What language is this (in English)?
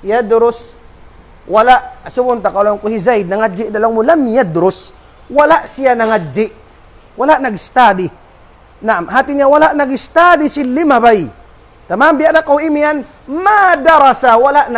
Tausug